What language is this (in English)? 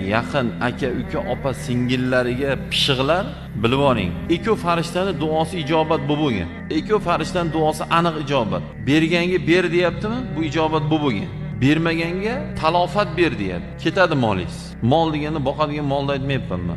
Uzbek